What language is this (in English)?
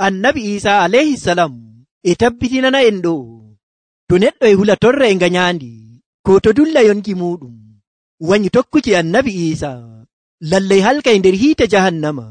Nigerian Fulfulde